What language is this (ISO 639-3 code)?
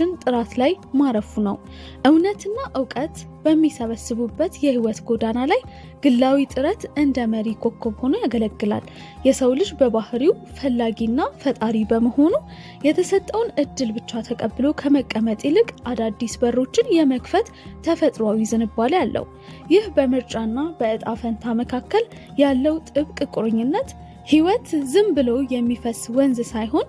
amh